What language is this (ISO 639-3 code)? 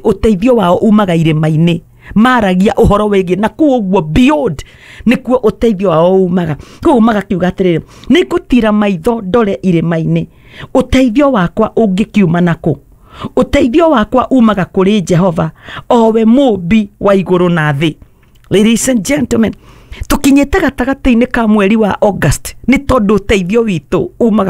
kik